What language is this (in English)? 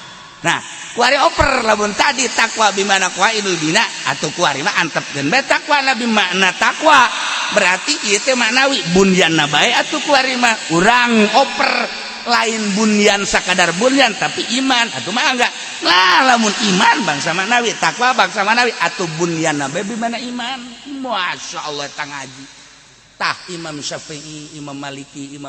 Sundanese